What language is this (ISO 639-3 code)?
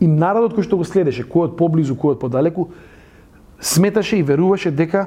mkd